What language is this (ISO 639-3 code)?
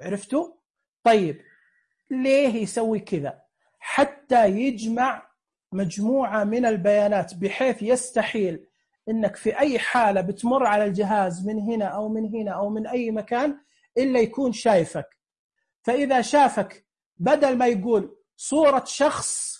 ars